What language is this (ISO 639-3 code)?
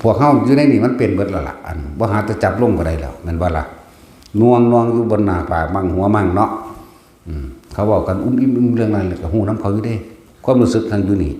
lao